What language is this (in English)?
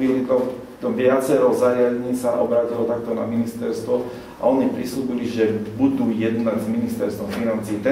Slovak